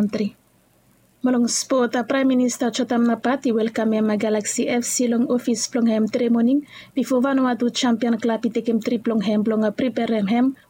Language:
Bislama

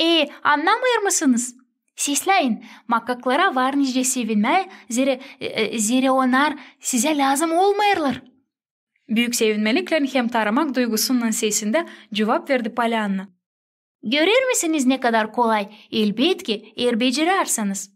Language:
Gagauz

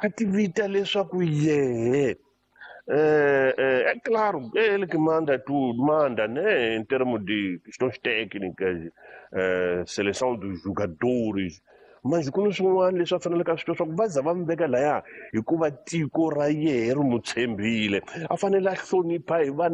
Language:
Tsonga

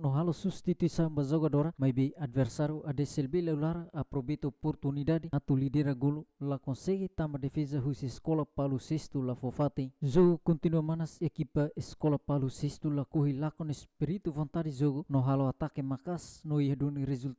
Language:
Tetum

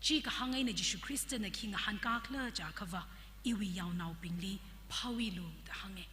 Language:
Tangkhul Naga (India)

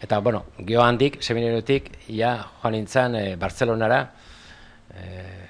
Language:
Basque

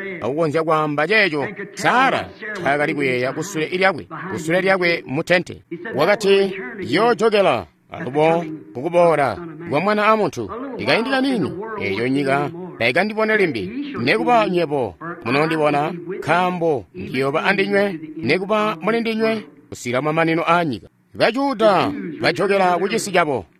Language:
Tonga (Zambia)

